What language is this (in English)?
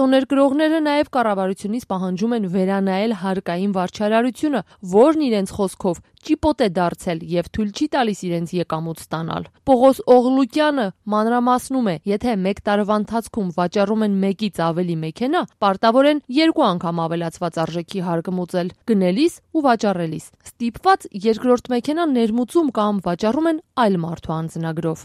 Armenian